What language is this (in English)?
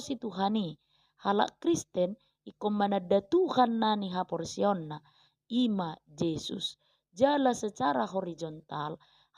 Batak Toba